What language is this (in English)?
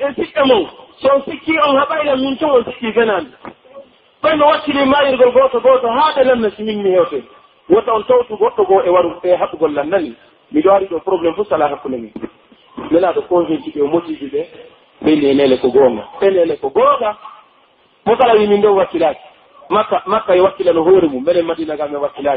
Pular